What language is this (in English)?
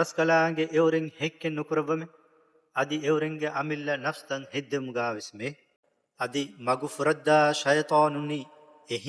Divehi